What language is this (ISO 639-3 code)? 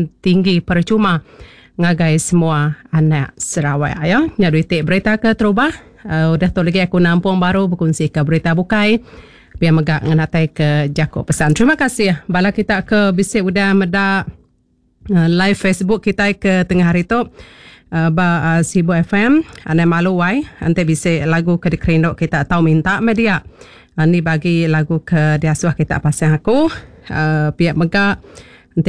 iba